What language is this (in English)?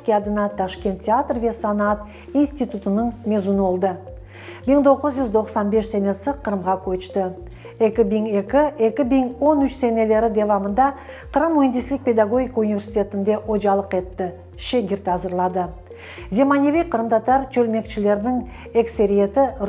Crimean Tatar